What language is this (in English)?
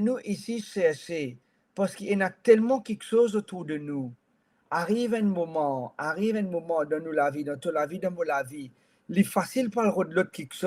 Morisyen